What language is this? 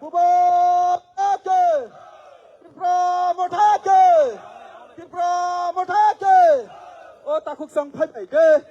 Kok Borok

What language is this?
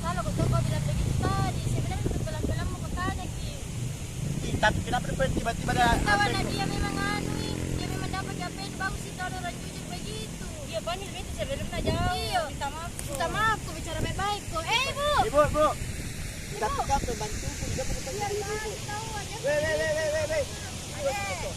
Makassar Malay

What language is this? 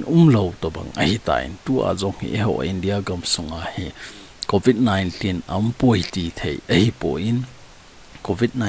Thado Chin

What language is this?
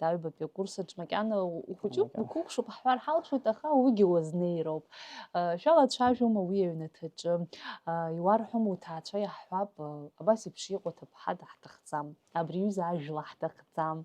Abkhazian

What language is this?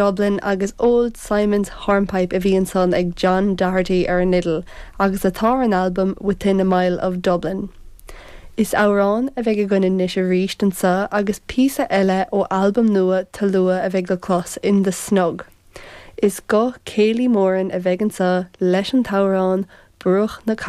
Irish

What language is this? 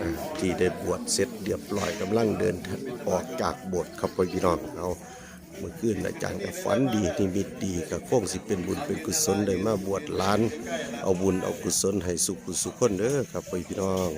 Northeastern Thai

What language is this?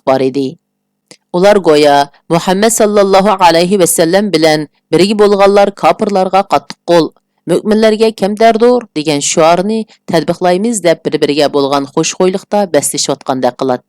Uyghur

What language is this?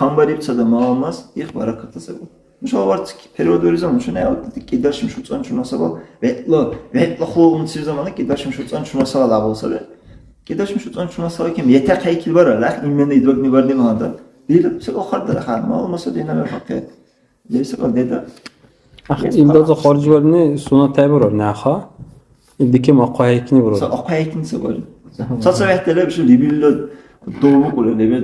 Dargwa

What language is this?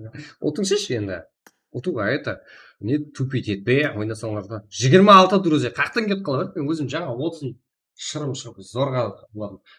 Kara-Kalpak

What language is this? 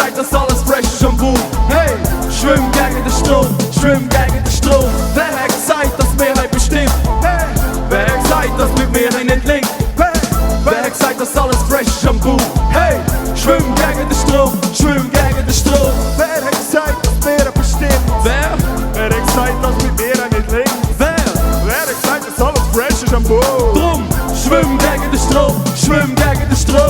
Swiss German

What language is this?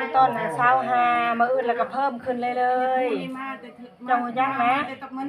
Northeastern Thai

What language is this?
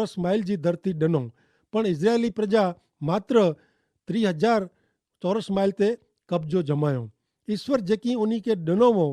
Kachhi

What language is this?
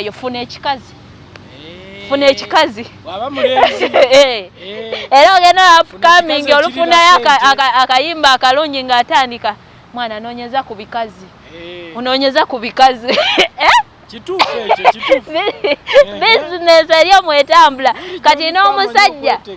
Ganda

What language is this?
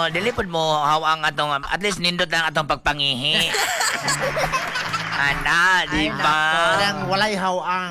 Cebuano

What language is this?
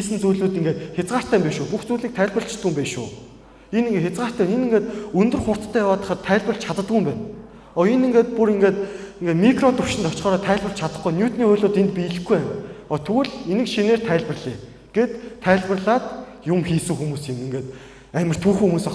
Mongolian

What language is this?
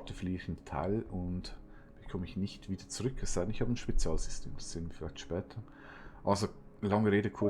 Swiss German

